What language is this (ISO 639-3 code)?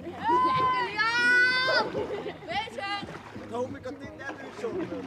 fry